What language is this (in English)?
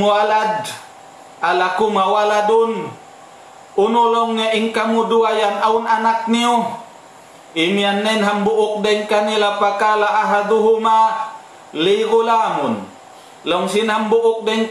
Tausug